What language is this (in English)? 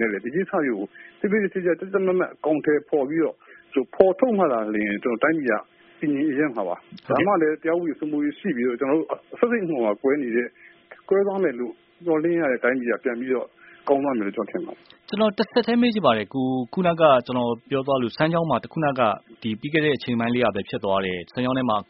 Burmese